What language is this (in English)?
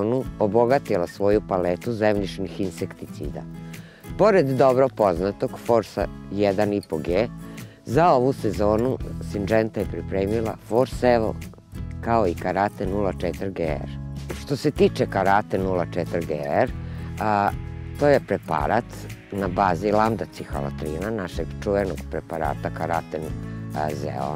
Serbian